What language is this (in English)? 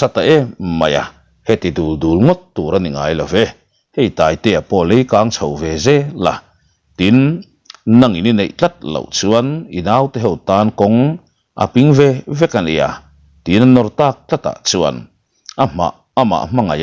Mizo